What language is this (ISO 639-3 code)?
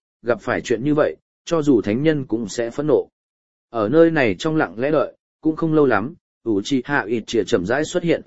vie